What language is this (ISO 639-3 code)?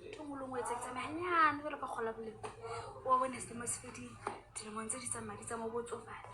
sot